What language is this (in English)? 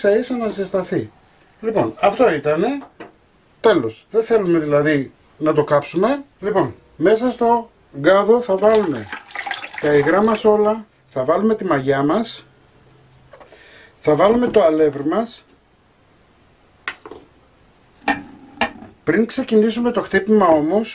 Greek